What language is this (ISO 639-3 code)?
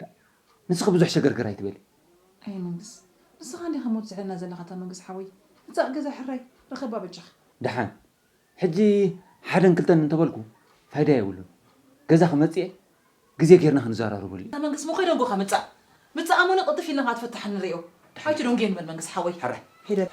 tir